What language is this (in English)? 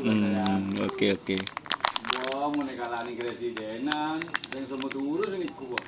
Madurese